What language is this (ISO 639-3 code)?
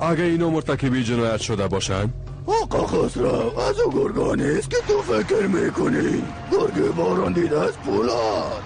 fas